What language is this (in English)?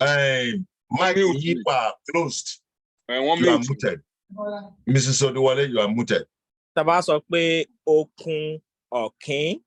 Yoruba